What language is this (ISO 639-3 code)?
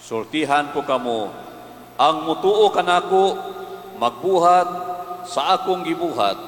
ceb